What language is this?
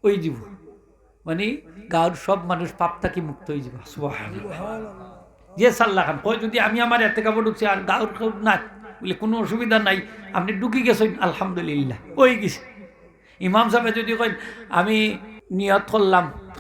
Sylheti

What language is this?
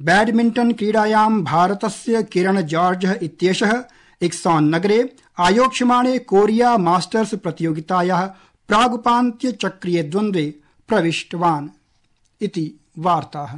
Sanskrit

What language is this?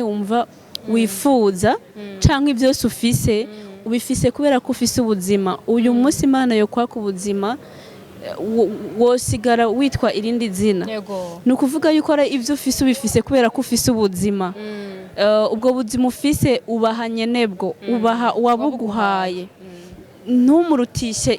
Rundi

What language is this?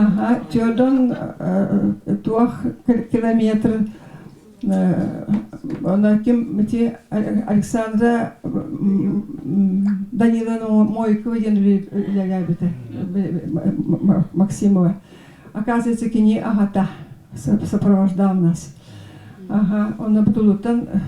Yakut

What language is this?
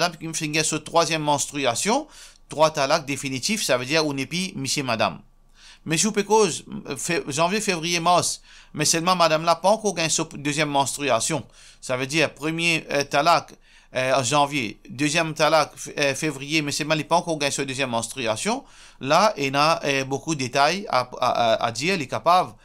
Morisyen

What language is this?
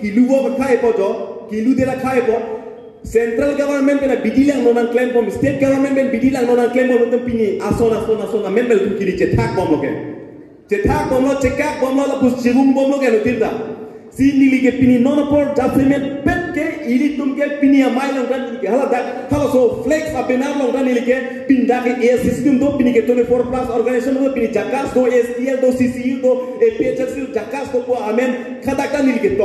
Karbi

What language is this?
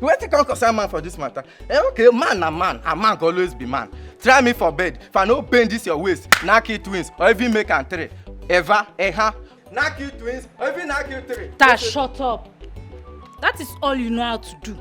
Nigerian Pidgin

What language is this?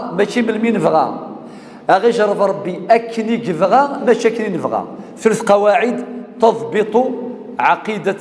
Kabyle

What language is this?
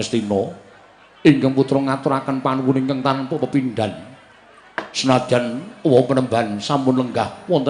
Javanese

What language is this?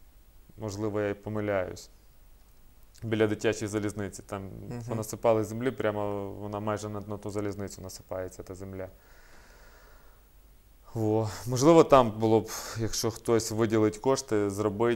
Ukrainian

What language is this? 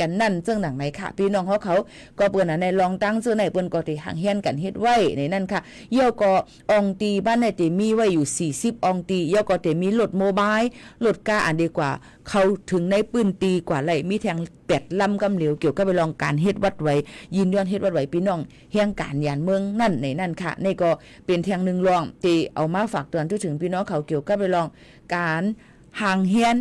Shan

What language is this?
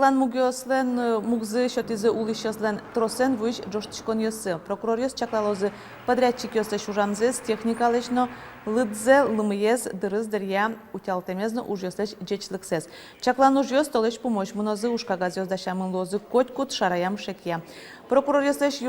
Udmurt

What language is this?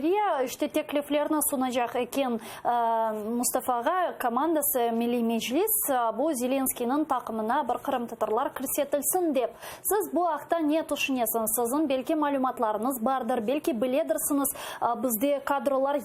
Crimean Tatar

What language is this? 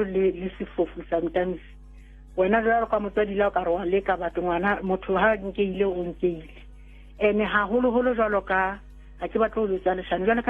Southern Sotho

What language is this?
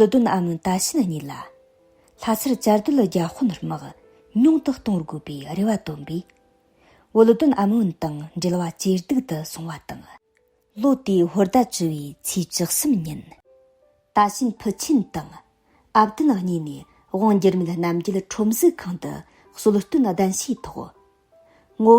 Tibetan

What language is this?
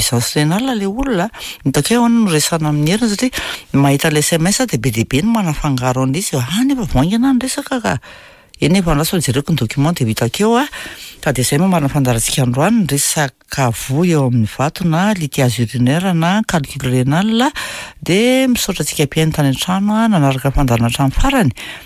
Malagasy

